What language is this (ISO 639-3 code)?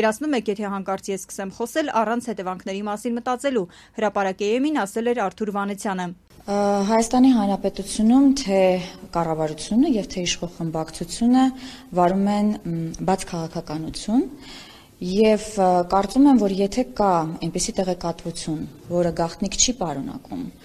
hye